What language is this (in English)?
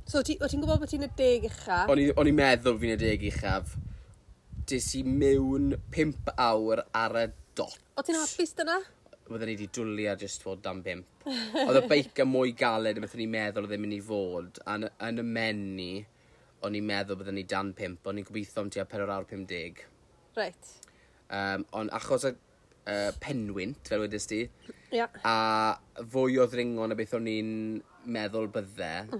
Welsh